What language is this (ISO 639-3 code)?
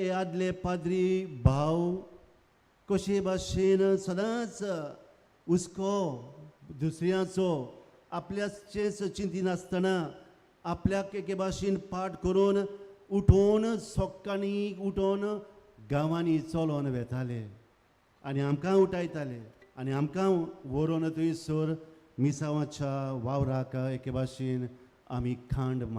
kok